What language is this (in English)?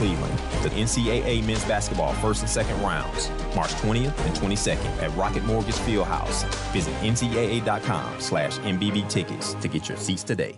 English